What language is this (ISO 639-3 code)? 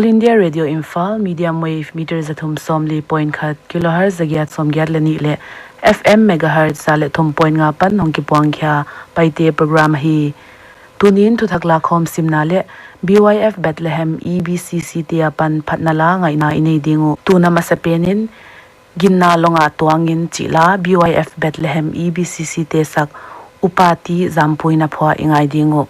pck